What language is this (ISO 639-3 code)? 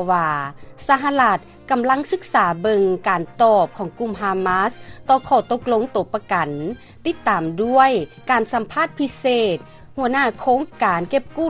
lao